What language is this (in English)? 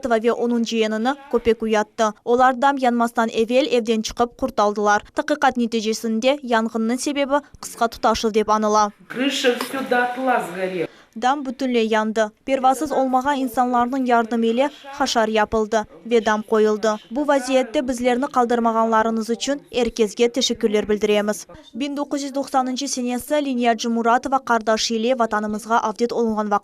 Crimean Tatar